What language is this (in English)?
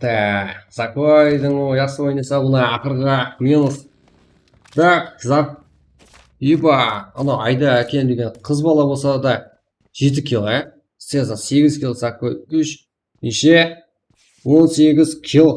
Kara-Kalpak